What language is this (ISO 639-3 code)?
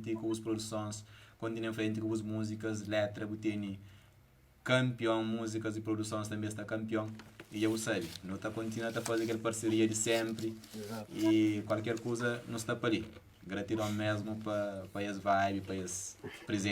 kea